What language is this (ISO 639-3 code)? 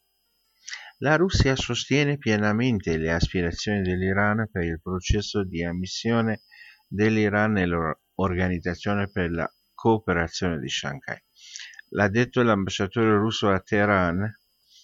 ita